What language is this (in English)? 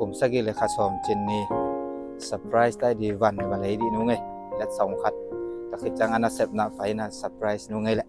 Tedim Chin